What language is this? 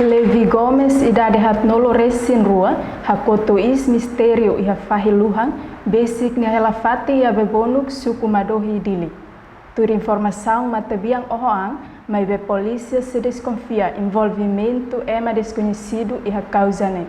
Tetum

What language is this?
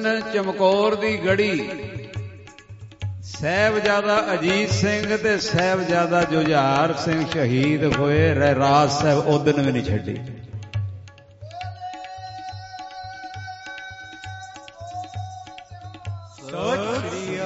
Punjabi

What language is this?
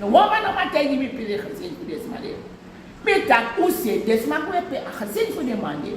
Sranan Tongo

